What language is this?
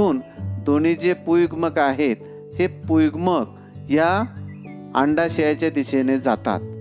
Marathi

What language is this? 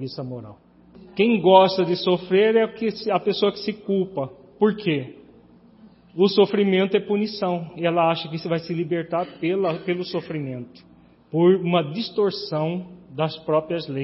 Portuguese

